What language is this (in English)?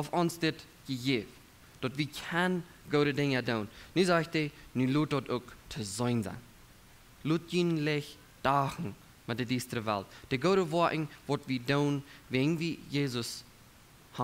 Plautdietsch